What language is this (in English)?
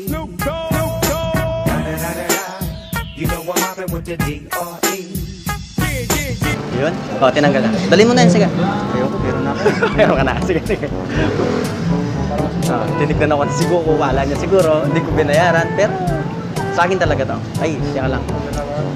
Filipino